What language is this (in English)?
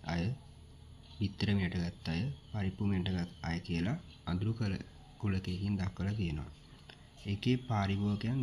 Sinhala